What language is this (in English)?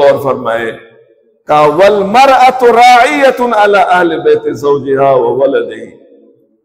Urdu